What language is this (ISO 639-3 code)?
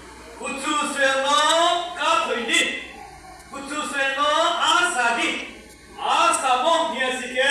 ria